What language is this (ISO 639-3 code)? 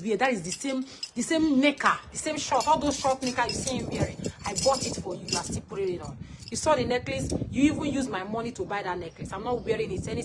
pcm